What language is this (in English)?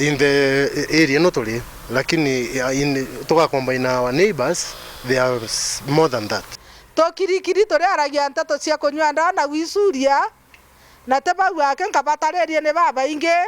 Meru